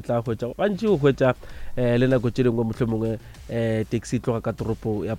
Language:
Northern Sotho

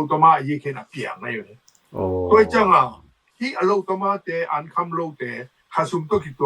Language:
Tedim Chin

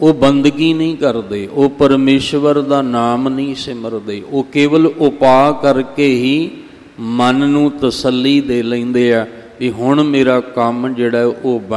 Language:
Punjabi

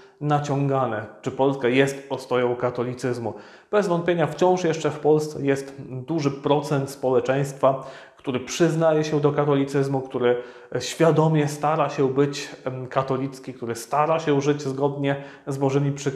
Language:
Polish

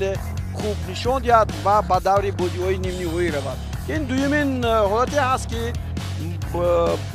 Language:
Tajik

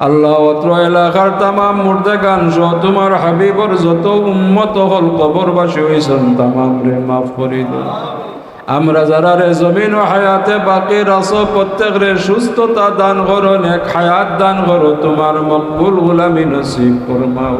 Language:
Sylheti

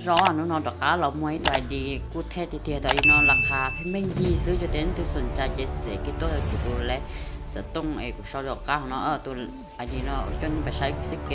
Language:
Hmong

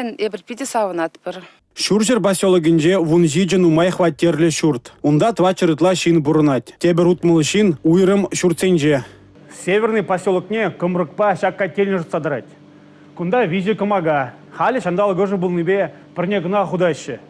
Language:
Chuvash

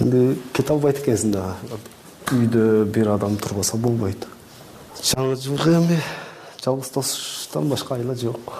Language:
Kyrgyz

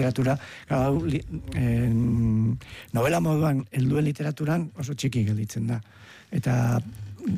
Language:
Basque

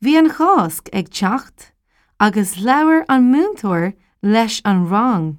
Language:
Irish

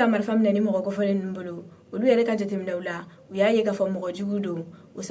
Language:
Bambara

